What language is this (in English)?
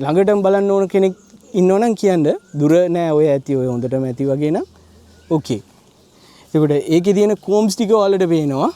Sinhala